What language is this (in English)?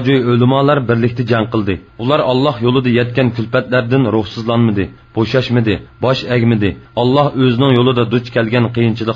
Uyghur